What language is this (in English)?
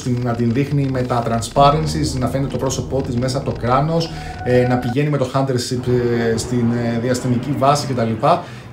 Greek